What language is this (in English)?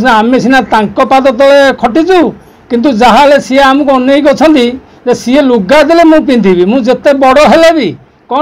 Odia